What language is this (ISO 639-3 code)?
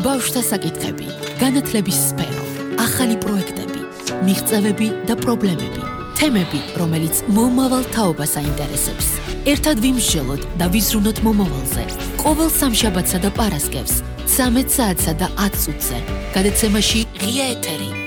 kat